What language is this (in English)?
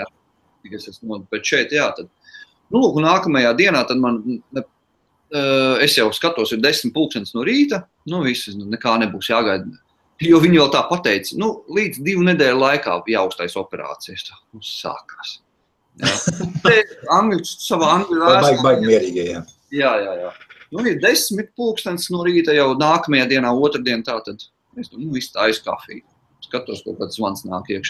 Latvian